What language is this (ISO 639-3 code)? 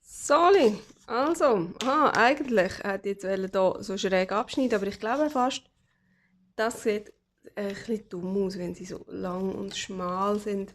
gsw